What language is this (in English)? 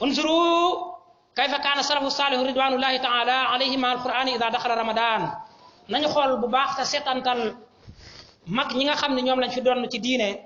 Wolof